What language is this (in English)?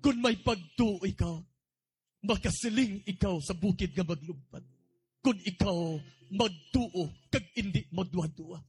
Hiligaynon